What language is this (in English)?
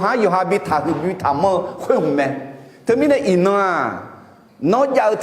Akha